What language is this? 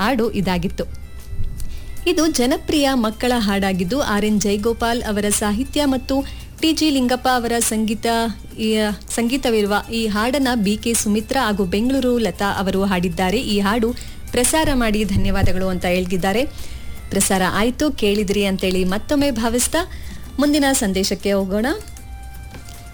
Kannada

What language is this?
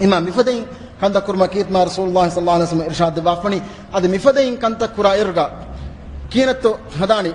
Divehi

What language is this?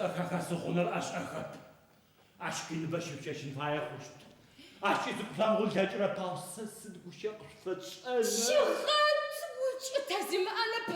Adyghe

